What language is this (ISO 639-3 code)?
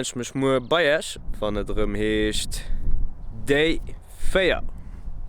ltz